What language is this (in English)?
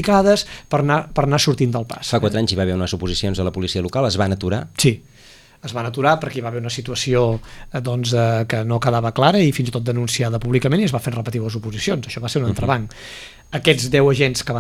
Catalan